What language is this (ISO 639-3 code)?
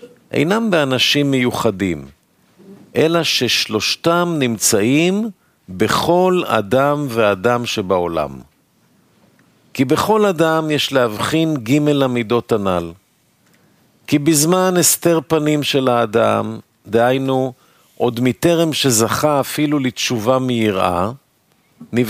heb